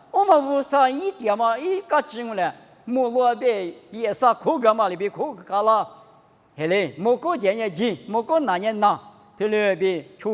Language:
Lisu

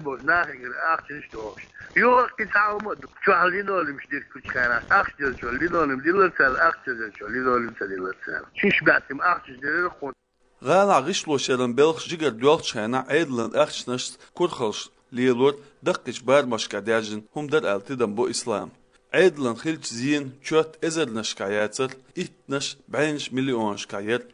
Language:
Chechen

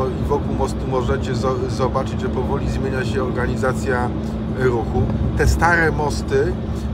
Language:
Polish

